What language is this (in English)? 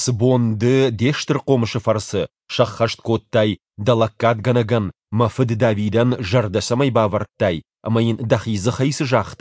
Ossetic